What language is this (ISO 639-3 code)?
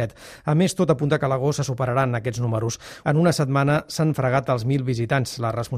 cat